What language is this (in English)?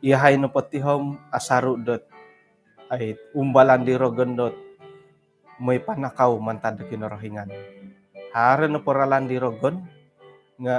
Central Dusun